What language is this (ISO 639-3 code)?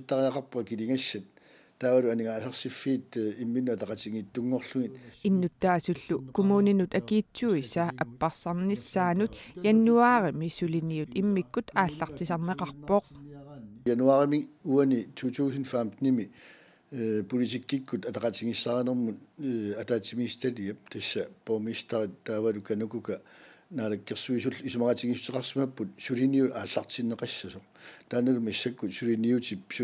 kal